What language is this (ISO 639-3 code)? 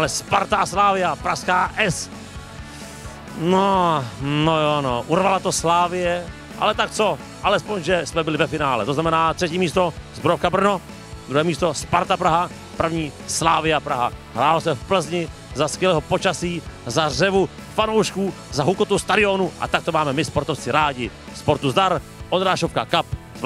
ces